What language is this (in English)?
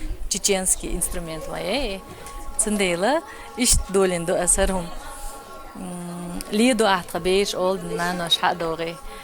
Chechen